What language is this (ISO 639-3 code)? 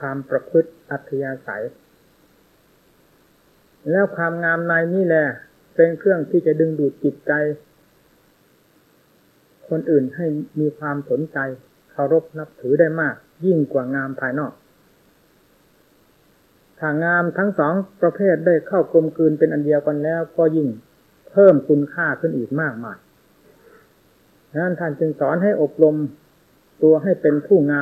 tha